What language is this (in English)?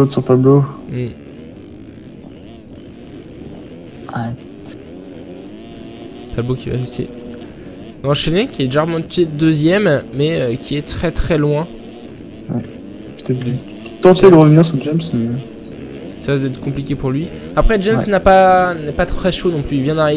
French